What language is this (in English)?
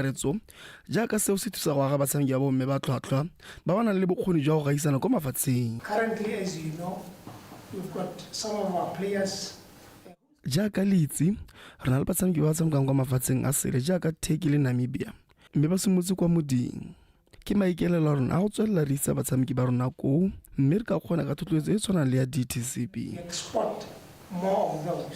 Tswana